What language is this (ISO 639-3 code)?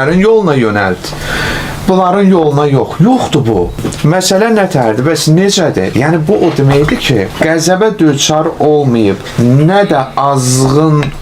aze